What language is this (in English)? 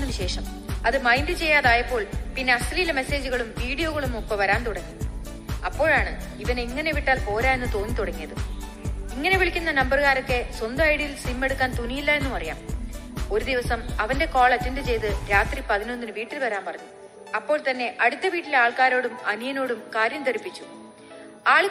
Malayalam